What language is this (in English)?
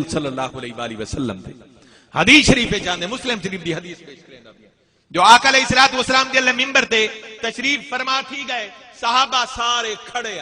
Saraiki